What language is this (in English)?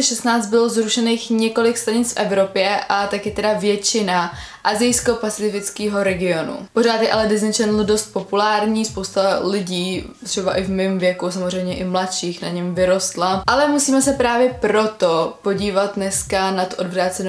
Czech